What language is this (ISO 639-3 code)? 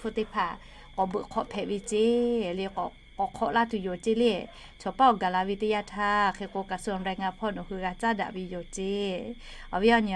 lhu